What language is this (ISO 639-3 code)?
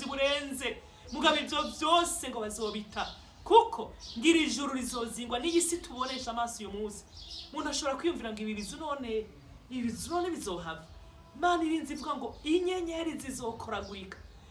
run